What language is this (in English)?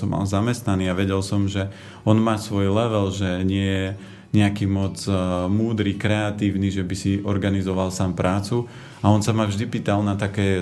Slovak